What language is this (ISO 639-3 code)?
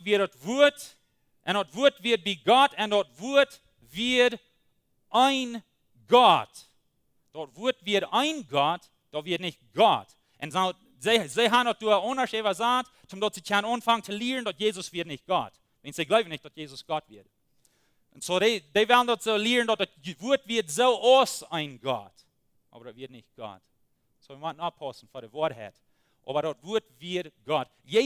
pdt